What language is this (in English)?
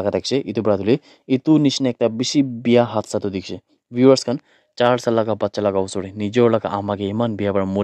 Naga Pidgin